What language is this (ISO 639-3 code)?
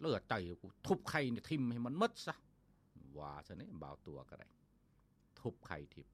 lao